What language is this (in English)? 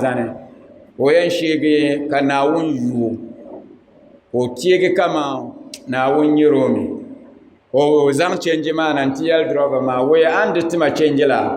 Dagbani